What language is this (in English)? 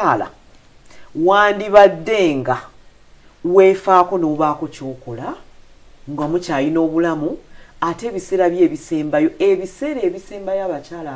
Ganda